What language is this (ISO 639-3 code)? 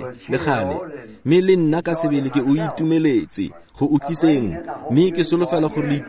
tsn